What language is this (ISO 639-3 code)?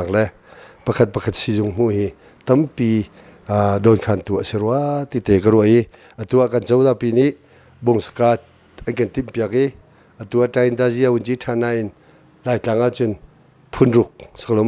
cnh